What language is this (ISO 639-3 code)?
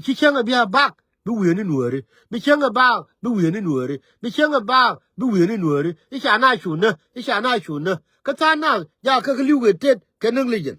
nus